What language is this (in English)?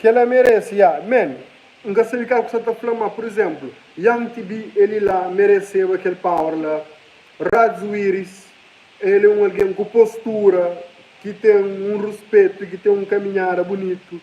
Kabuverdianu